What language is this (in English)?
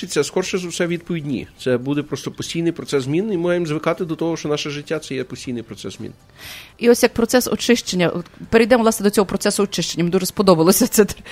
Ukrainian